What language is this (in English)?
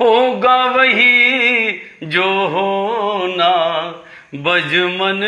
Dogri